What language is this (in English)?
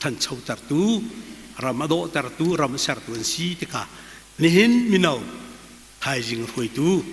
Hakha Chin